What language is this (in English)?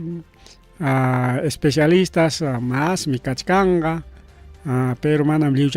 Ayacucho Quechua